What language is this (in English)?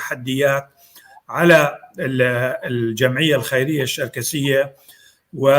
North Levantine Arabic